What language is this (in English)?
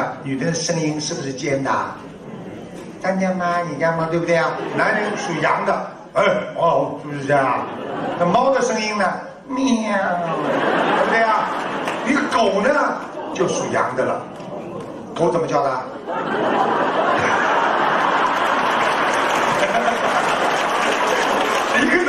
Chinese